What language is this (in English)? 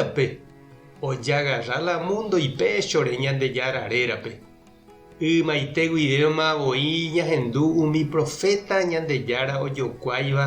Guarani